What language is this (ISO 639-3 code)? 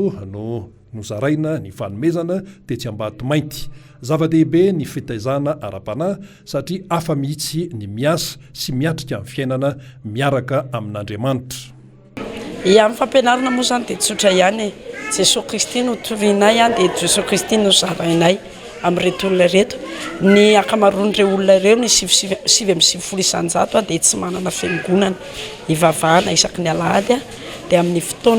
mlg